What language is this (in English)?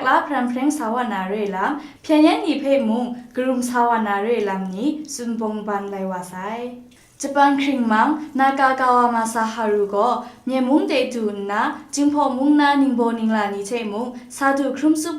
Kachin